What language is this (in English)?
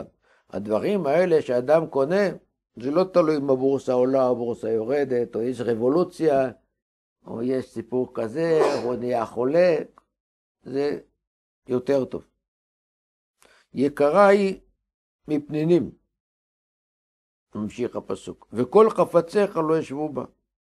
Hebrew